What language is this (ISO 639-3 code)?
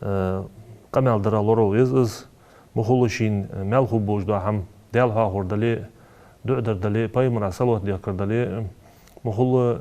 inh